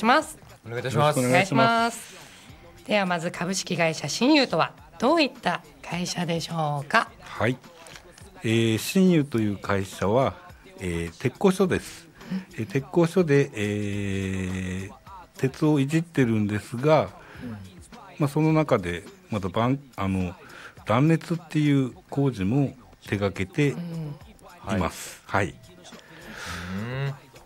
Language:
Japanese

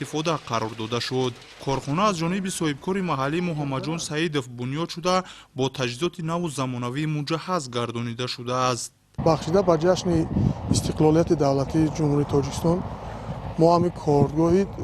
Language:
Tajik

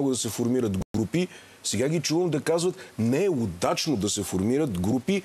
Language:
Bulgarian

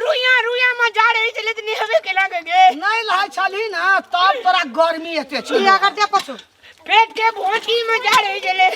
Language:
Maithili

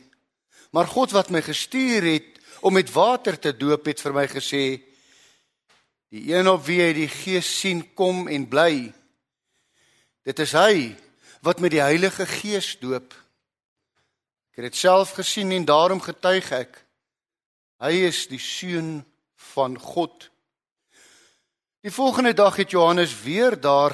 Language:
Afrikaans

